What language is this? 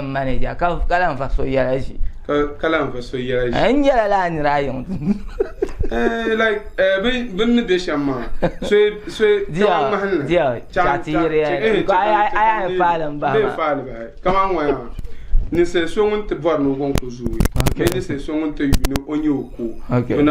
Dagbani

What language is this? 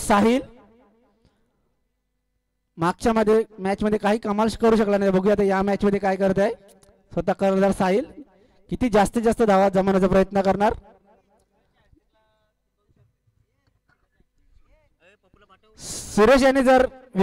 Marathi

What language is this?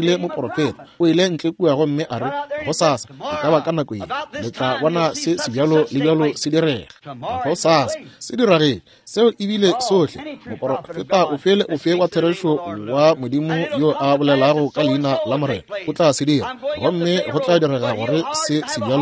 Northern Sotho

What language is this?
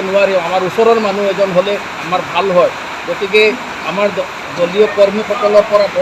Assamese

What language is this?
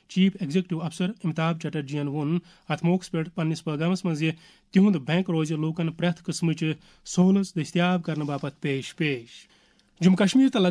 Kashmiri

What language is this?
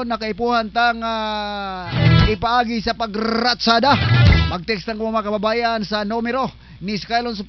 Southern Catanduanes Bikol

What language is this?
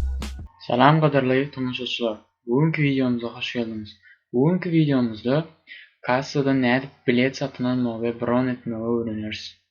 Turkmen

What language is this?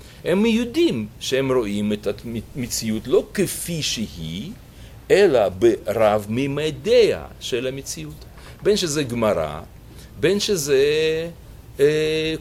Hebrew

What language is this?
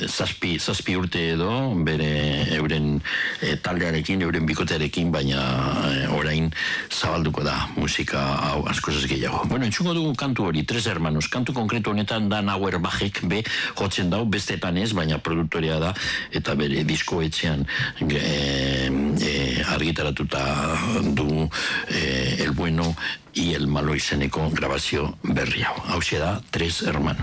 Basque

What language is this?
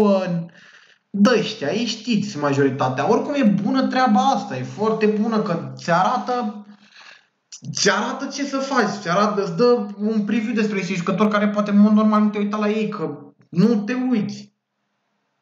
Romanian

